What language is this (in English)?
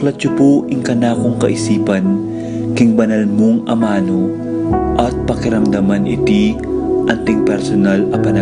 Pampanga